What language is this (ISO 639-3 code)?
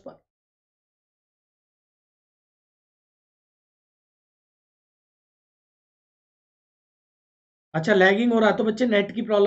hin